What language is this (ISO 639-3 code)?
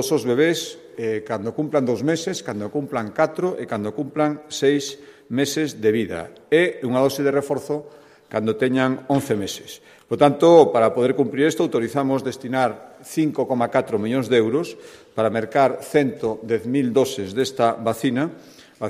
glg